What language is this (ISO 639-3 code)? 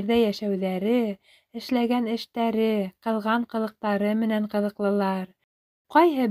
bak